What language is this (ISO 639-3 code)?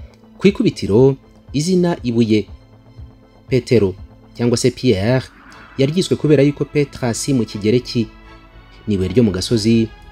kin